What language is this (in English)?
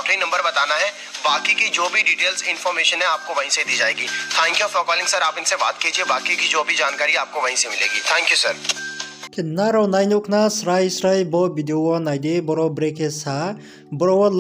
Riang (India)